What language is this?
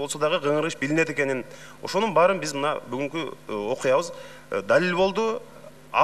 Kyrgyz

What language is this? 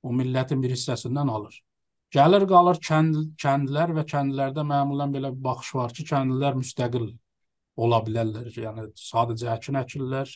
South Azerbaijani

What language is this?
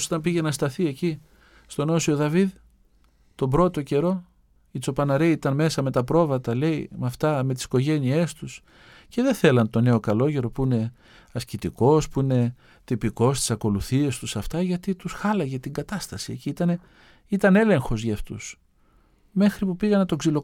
Greek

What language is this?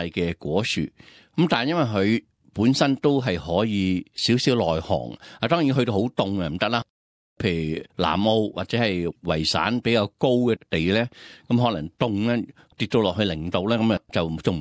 Cantonese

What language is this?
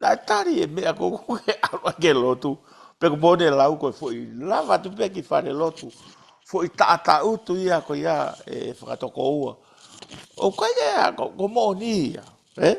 Tongan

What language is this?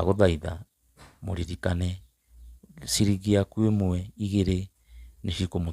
Kikuyu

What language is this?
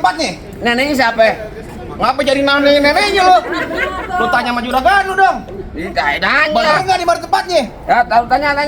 Betawi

